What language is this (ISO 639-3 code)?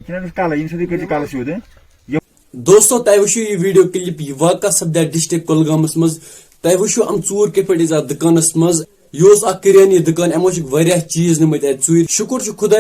kas